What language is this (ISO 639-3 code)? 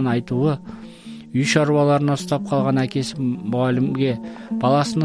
kaz